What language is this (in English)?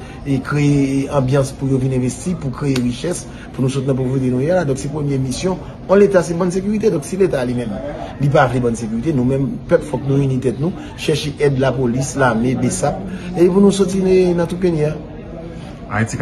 Haitian Creole